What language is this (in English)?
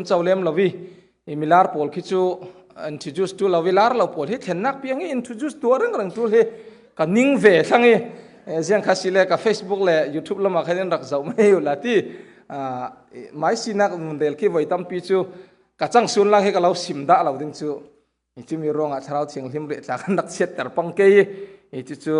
Falam Chin